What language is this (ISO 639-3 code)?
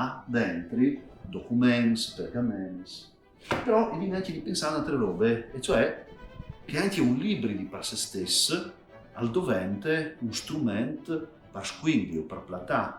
fur